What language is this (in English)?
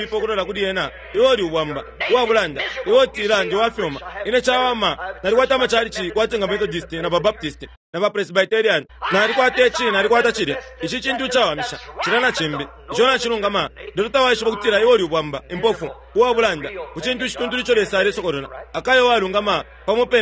Bemba